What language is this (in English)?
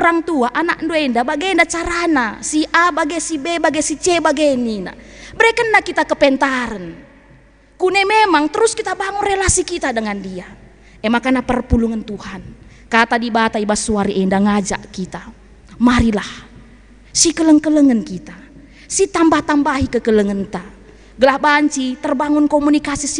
Batak Karo